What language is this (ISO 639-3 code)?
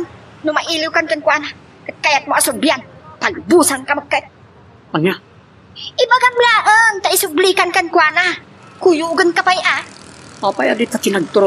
ilo